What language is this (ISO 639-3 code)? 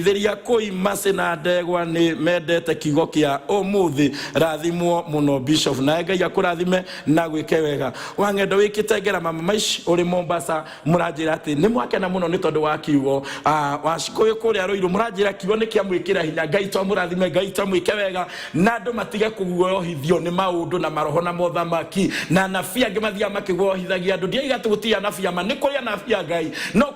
kik